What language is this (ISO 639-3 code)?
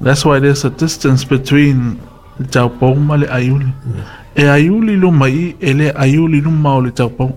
smo